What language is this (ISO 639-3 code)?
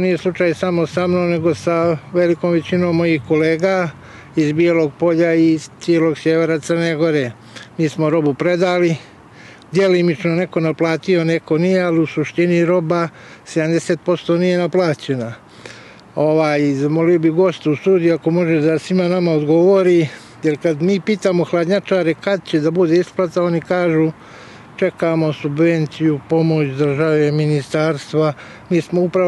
srp